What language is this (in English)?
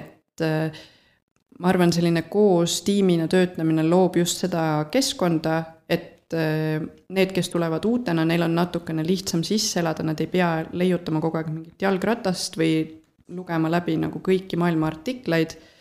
Estonian